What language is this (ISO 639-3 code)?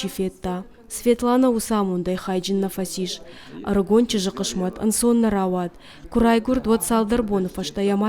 oss